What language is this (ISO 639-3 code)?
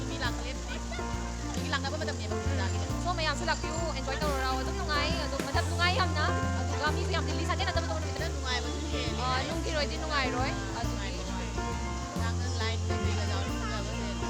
mni